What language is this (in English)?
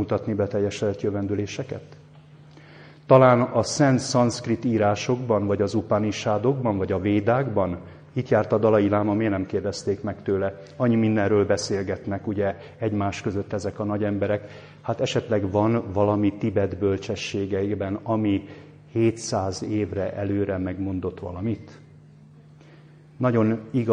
Hungarian